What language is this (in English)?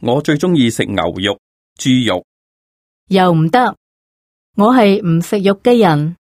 Cantonese